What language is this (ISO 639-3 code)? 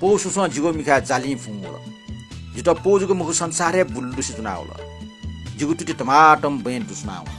new